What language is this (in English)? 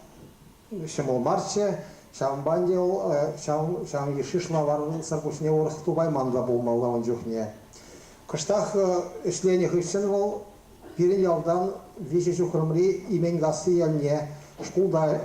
Chuvash